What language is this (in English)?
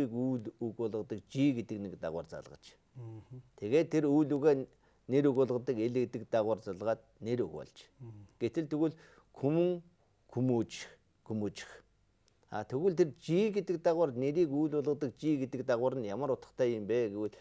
Mongolian